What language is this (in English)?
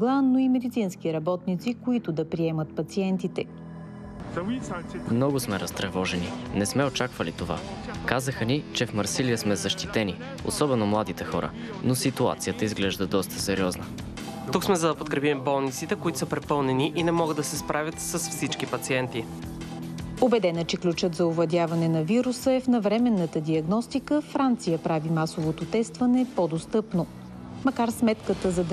Bulgarian